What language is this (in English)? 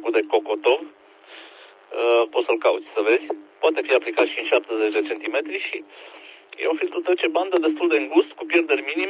Romanian